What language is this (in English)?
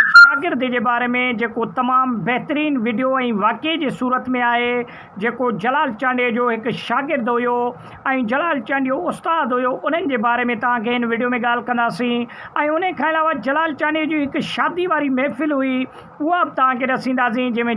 Sindhi